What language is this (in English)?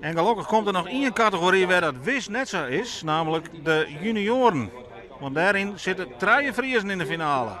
Western Frisian